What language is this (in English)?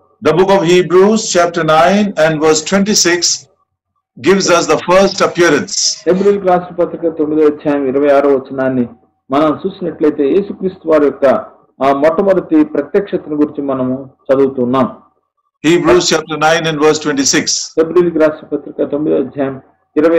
Telugu